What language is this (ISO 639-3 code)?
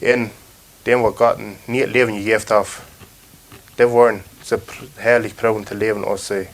pdt